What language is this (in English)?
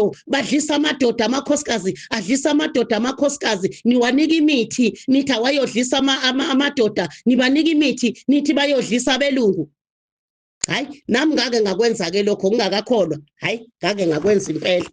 Zulu